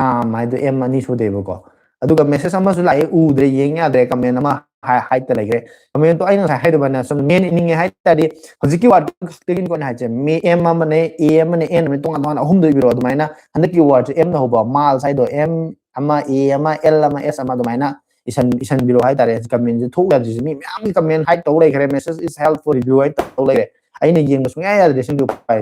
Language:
Manipuri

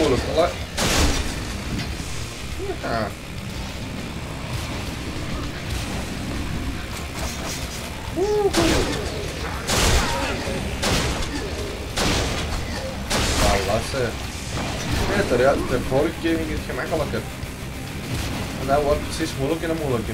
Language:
Dutch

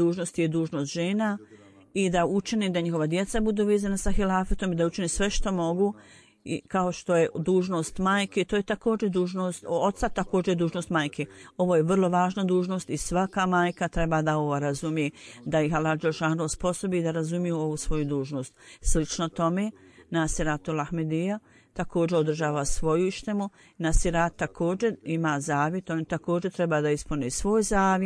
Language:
Bosnian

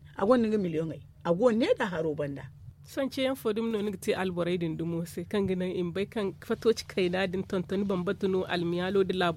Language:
Zarma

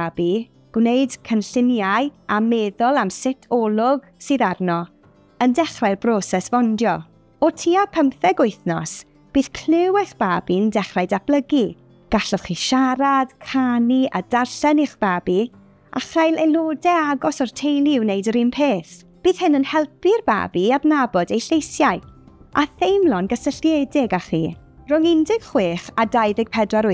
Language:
Welsh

